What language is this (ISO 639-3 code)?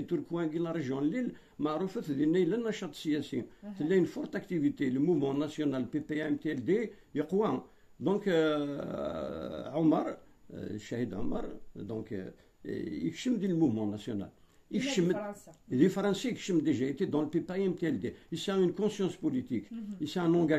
kab